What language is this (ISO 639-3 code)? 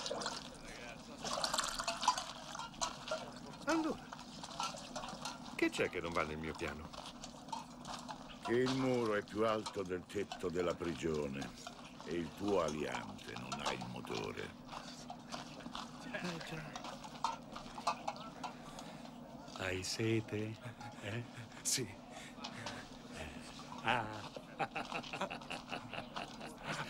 ita